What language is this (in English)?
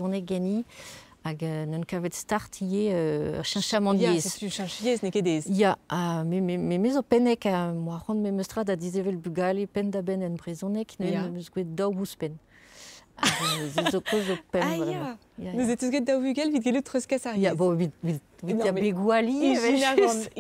Breton